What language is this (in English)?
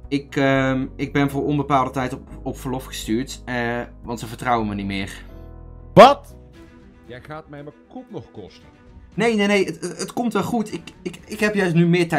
Dutch